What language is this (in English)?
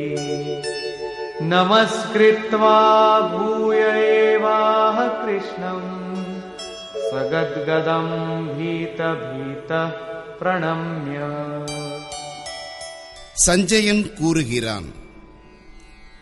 Tamil